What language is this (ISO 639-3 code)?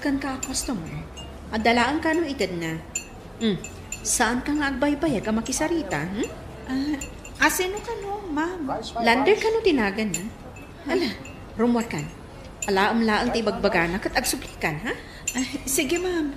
ilo